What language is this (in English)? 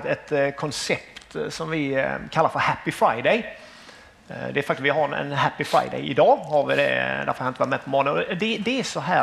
Swedish